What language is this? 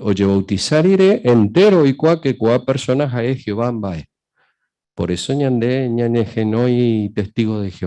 Guarani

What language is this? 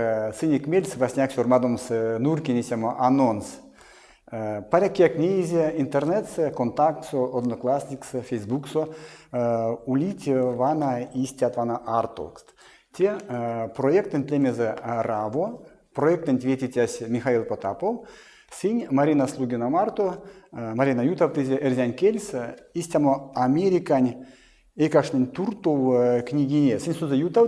Erzya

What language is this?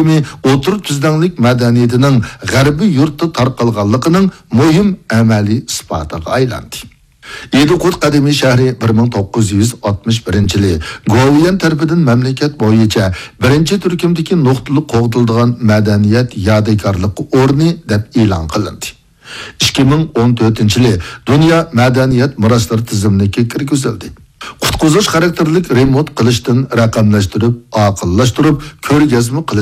Uyghur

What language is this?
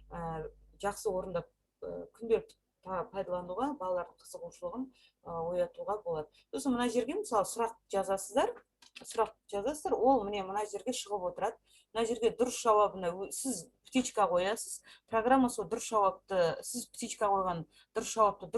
Kazakh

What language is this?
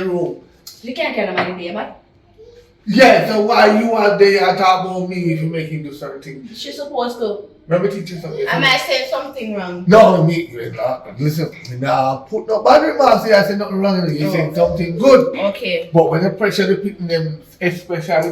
Jamaican Creole English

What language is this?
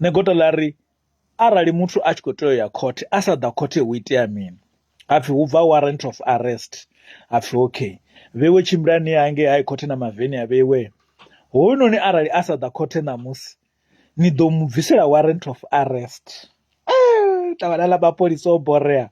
Venda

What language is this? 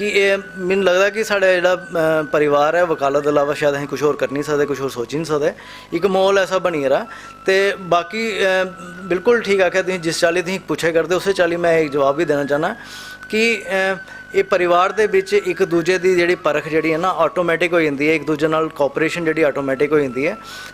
Dogri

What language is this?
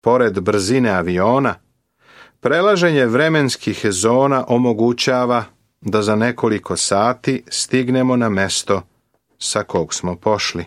Serbian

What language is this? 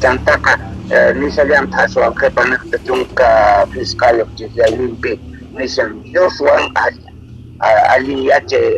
South Bolivian Quechua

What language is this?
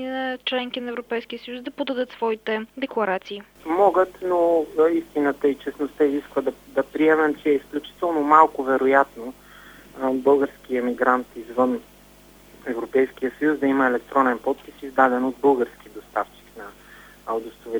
Bulgarian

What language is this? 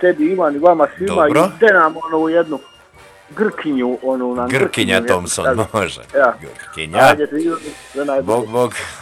Croatian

